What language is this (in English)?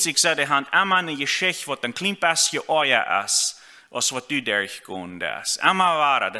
Plautdietsch